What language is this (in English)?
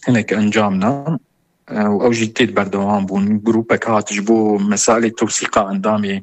Kurdish